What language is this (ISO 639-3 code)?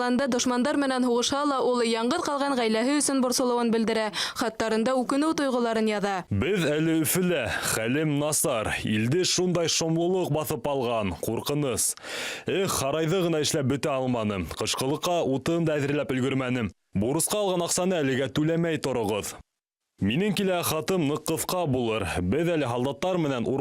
bak